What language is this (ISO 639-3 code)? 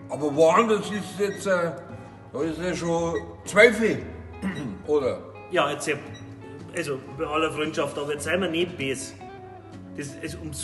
bar